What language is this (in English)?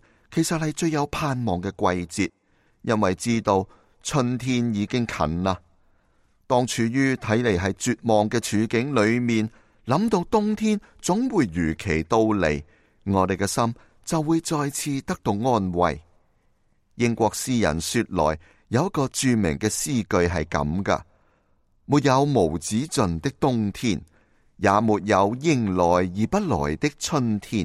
Cantonese